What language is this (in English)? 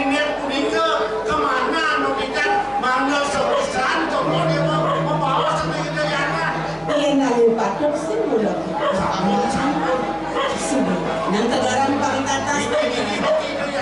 Balinese